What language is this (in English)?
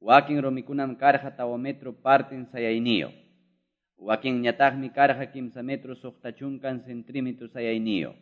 Quechua